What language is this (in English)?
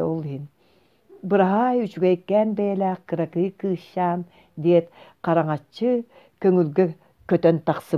Yakut